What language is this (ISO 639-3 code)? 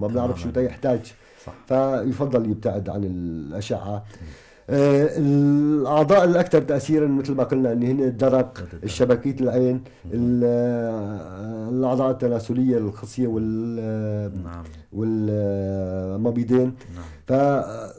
apc